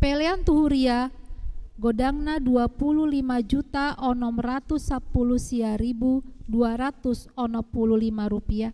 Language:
Batak Toba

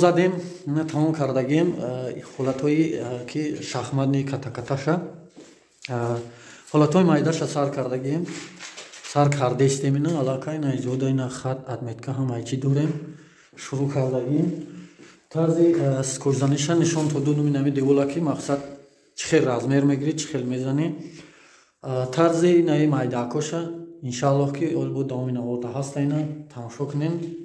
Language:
Tajik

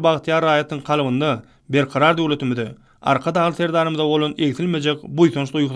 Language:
Turkmen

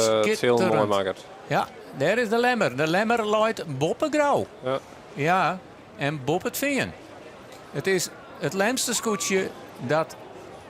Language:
Western Frisian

